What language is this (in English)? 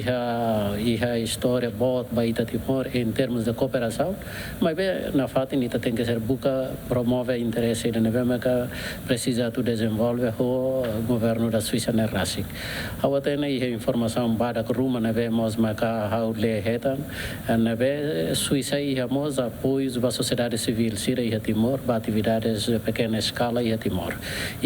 Tetum